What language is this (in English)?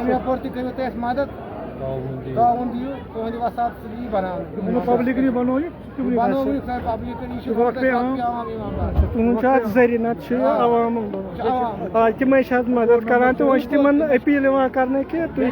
Kashmiri